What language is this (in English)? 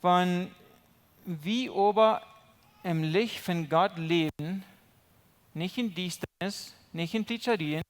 Plautdietsch